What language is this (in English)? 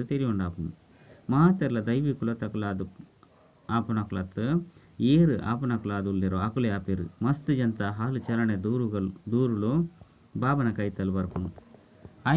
Tulu